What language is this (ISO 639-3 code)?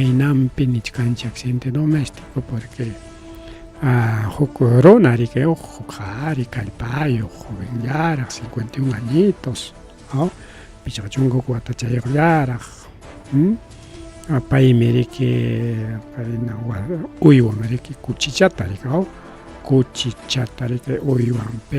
quy